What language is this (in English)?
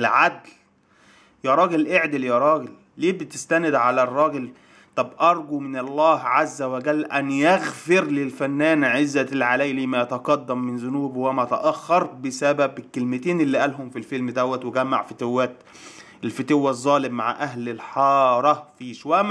Egyptian Arabic